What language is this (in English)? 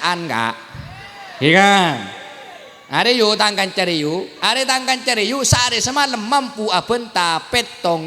Madurese